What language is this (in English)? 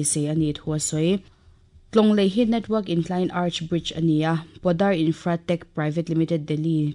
Mizo